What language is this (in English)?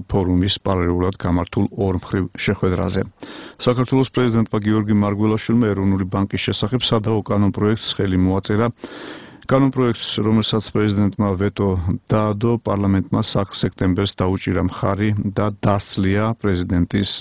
Georgian